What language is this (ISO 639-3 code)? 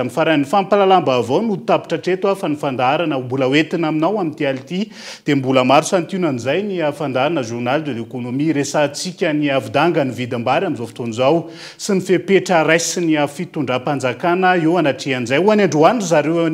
mlg